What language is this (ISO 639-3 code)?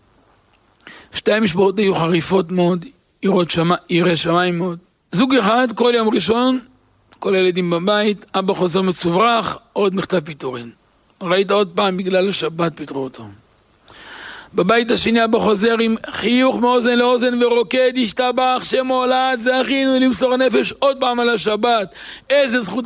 heb